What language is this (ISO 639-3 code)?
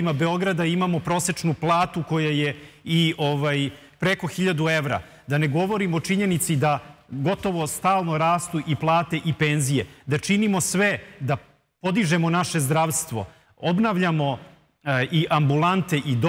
srp